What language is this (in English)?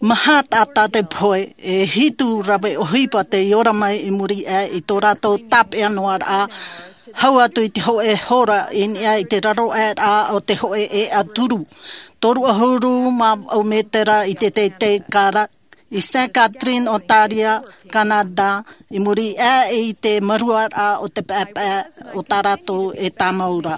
Tahitian